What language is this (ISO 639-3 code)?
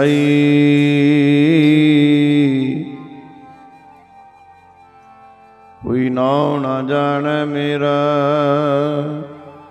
pan